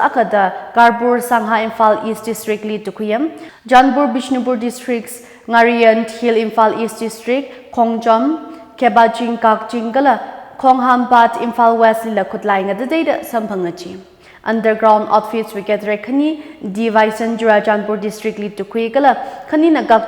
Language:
Tangkhul Naga (India)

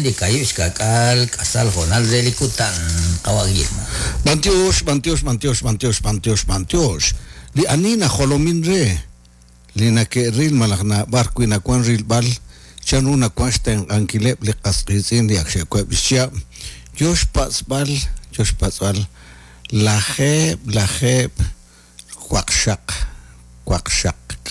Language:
Kekchí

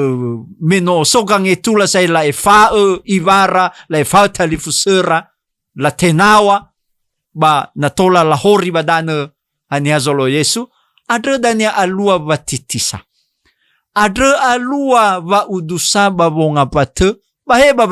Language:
Nias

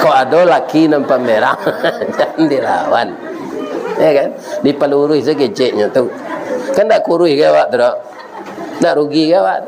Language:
Minangkabau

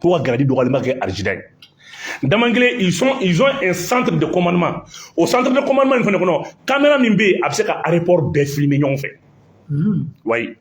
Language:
Bambara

